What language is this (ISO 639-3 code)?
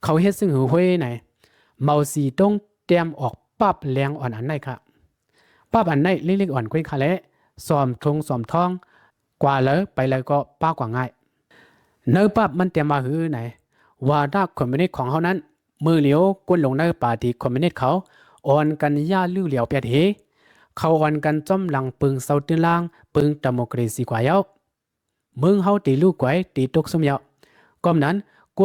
shn